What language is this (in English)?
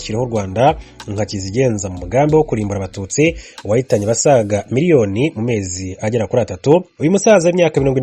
Kinyarwanda